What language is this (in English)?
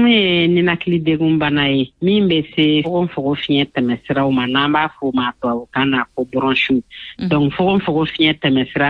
Bambara